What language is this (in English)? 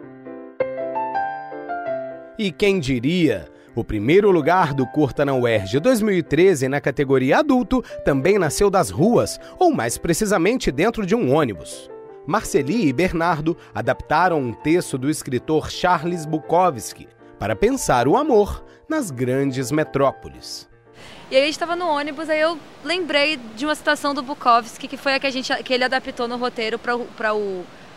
Portuguese